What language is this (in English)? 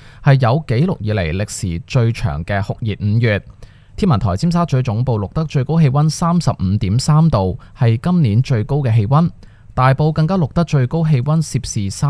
Cantonese